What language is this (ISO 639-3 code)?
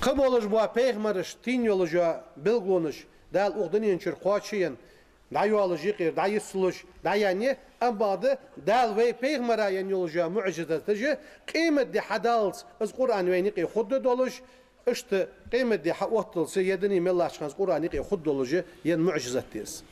inh